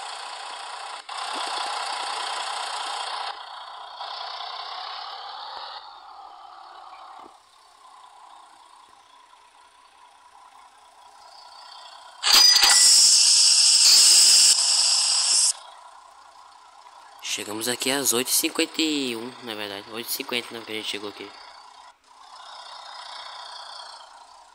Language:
Portuguese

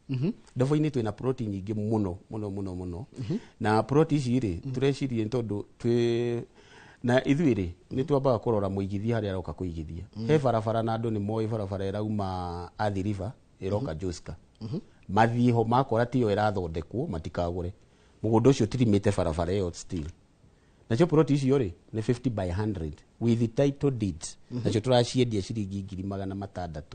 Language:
Kikuyu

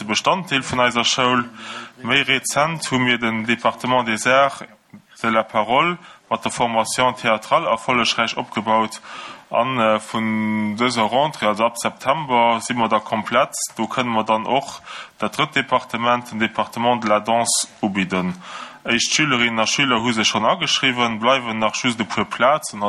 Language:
Luxembourgish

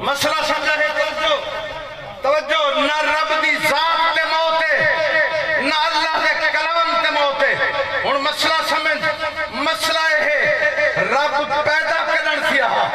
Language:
Saraiki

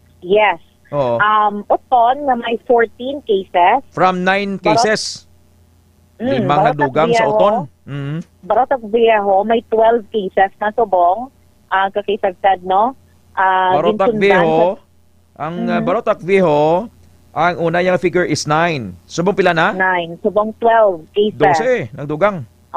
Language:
Hiligaynon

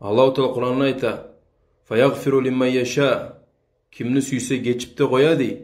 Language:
Kumyk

